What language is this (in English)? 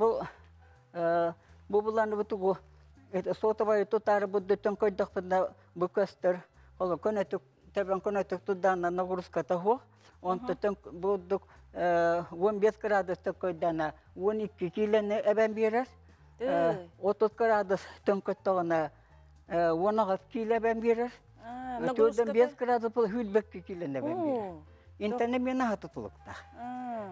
Yakut